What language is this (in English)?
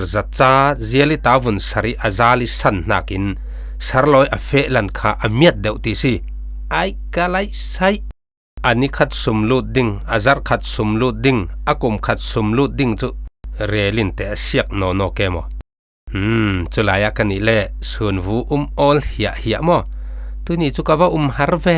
Falam Chin